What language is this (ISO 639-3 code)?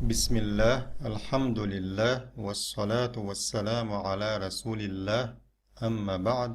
che